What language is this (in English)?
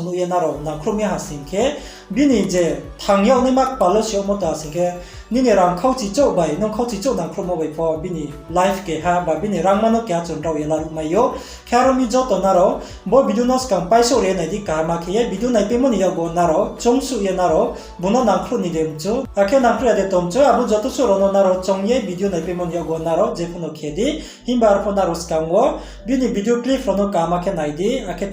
Riang (India)